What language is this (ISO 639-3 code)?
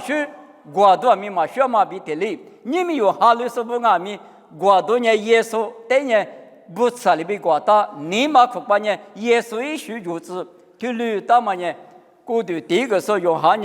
lis